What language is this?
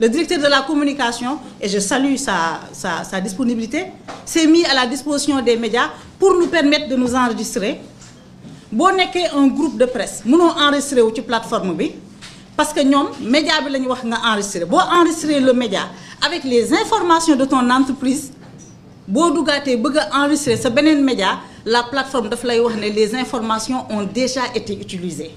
Wolof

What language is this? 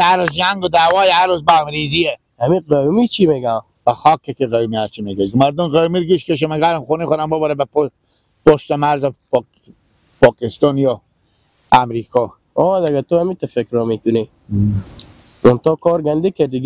Hazaragi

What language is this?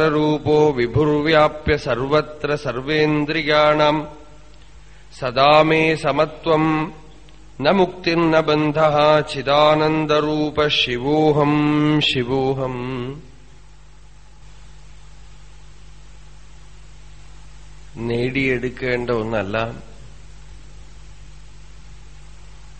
Malayalam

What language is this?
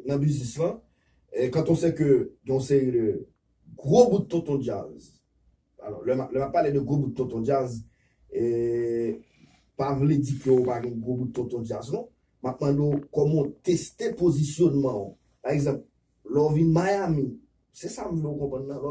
Haitian Creole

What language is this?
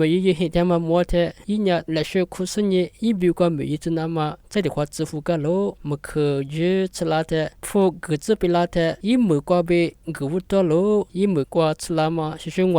Lisu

